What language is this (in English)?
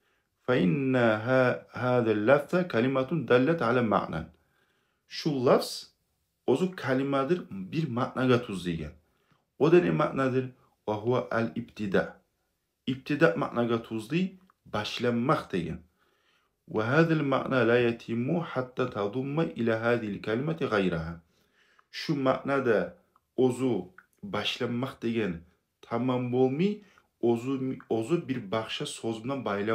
Kumyk